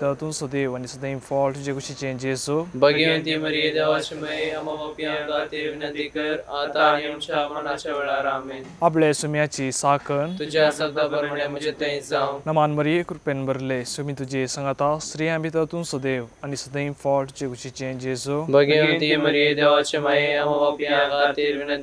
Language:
Konkani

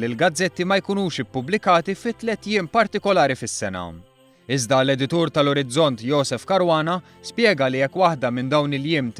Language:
Maltese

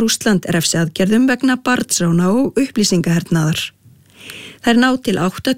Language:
Icelandic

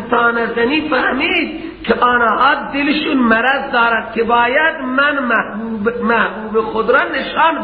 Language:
Persian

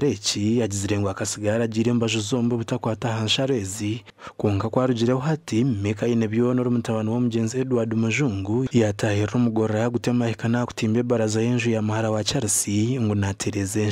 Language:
Nyankole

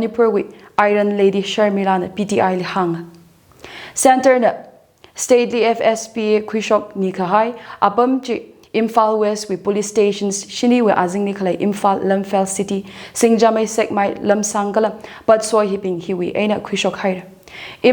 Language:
Tangkhul Naga (India)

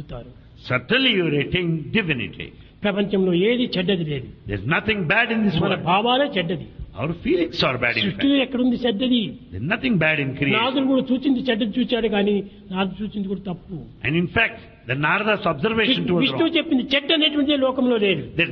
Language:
Telugu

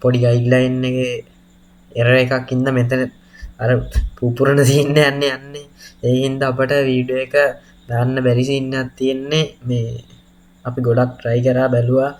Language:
Sinhala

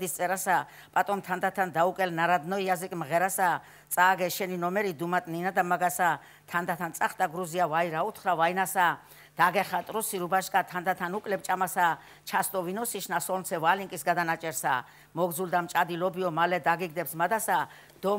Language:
Georgian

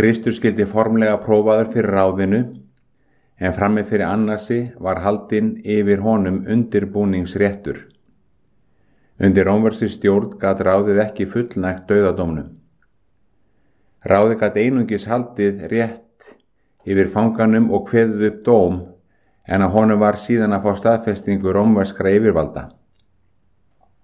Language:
Icelandic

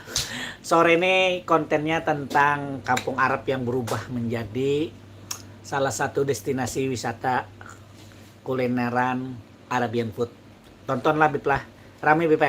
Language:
Banjar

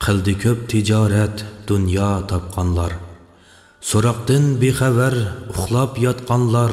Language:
Uyghur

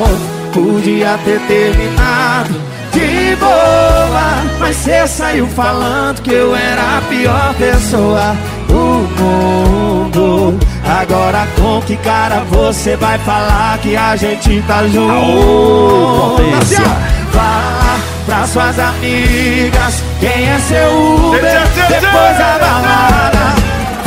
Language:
Portuguese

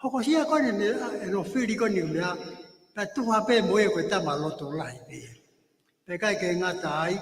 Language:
Tongan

